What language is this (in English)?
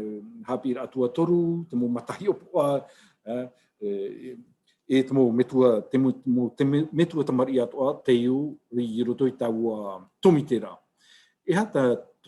Tahitian